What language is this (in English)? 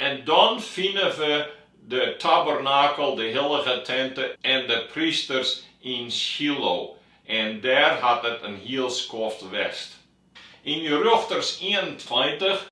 Western Frisian